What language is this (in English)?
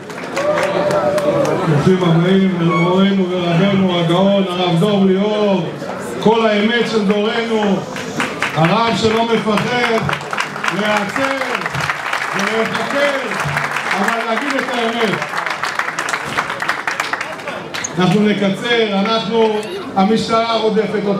Hebrew